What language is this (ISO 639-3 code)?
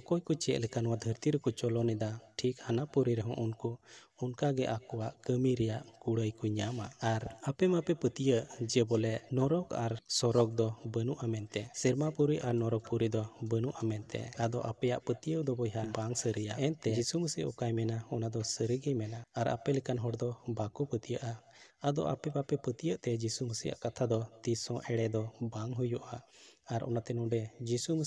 sat